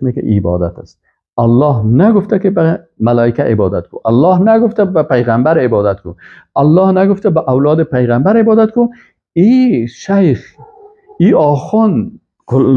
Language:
Persian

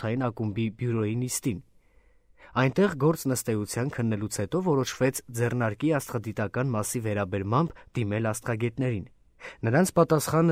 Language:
Armenian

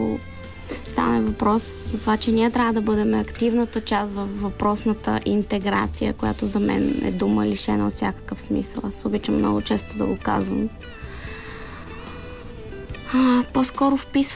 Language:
Bulgarian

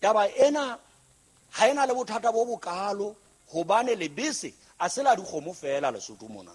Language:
Southern Sotho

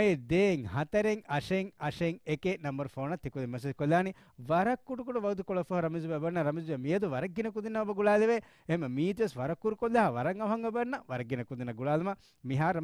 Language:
Divehi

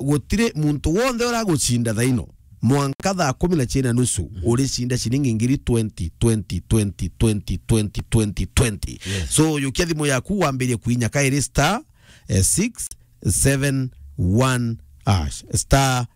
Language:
Meru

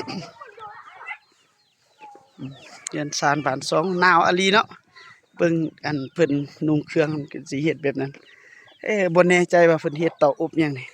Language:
Lao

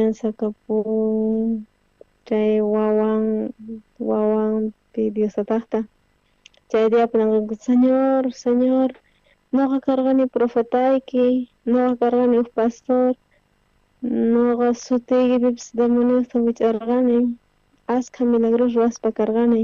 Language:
South Bolivian Quechua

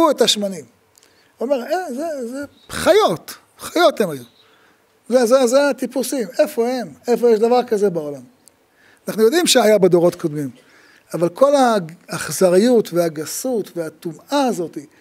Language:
Hebrew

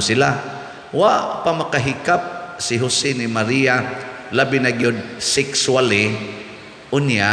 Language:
Cebuano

